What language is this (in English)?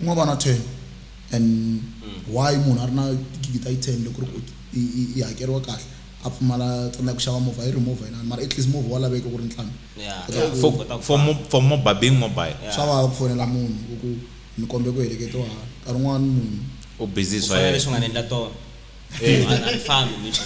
Tsonga